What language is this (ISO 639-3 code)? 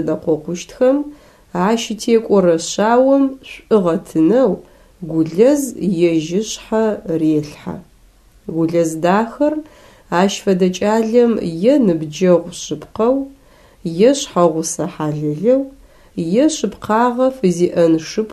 ady